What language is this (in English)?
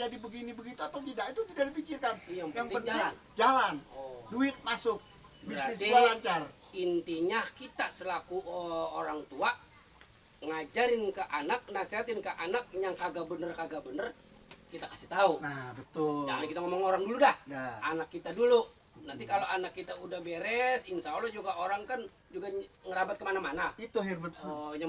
Betawi